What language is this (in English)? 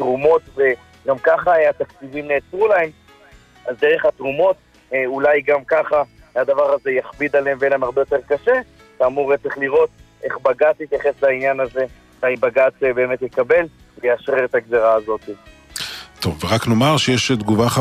Hebrew